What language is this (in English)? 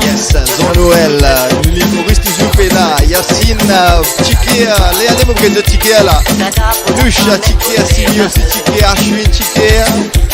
Morisyen